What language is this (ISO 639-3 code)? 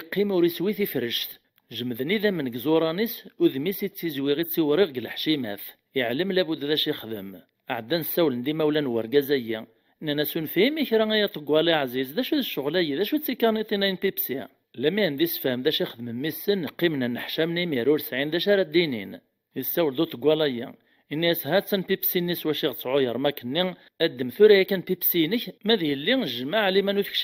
kab